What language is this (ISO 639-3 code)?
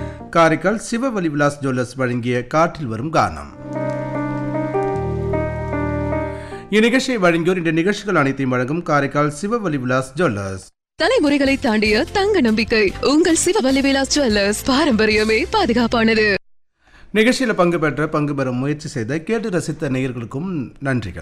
tam